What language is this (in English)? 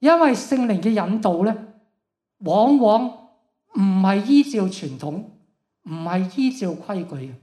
Cantonese